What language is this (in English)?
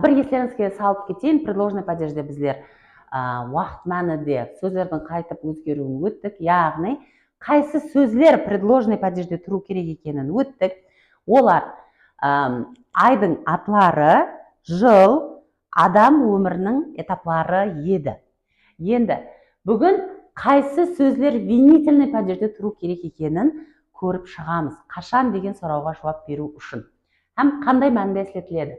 Kara-Kalpak